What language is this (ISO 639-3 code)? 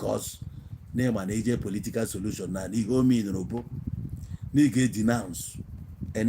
ibo